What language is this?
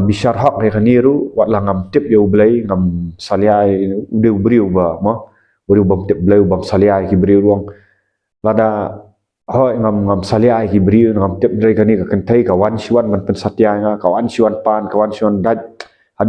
Khasi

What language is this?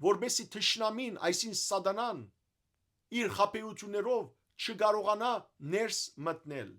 Western Armenian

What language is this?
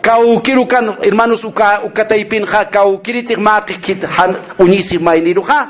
Aymara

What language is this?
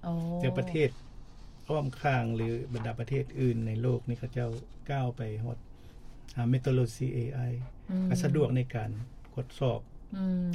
Lao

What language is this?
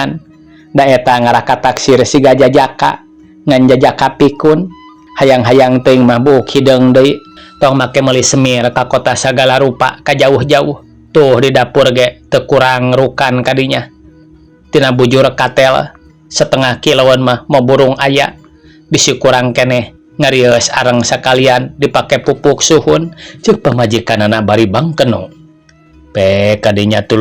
Sundanese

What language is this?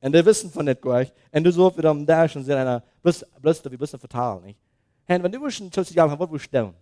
Plautdietsch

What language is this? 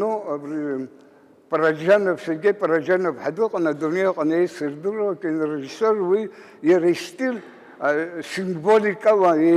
Abkhazian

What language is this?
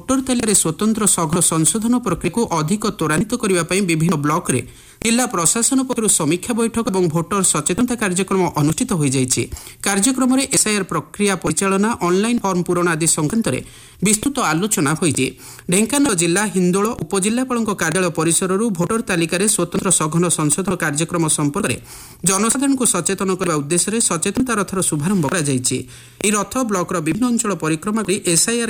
Odia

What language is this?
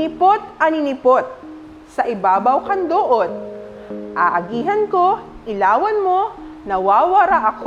Bikol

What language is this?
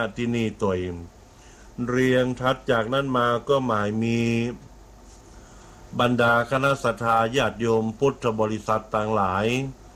Thai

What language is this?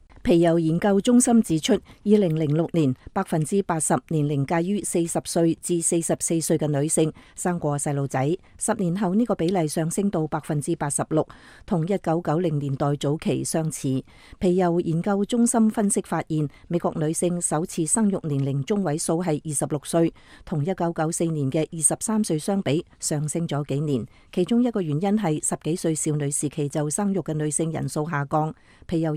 Cantonese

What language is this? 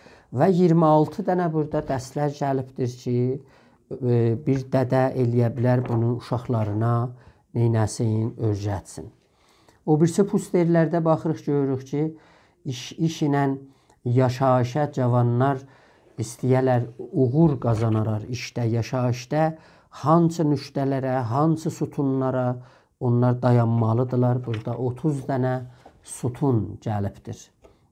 South Azerbaijani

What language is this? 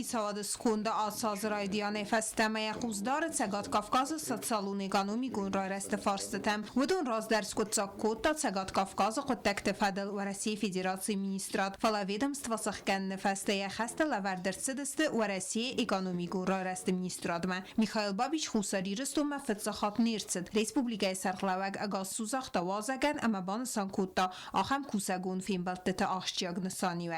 Ossetic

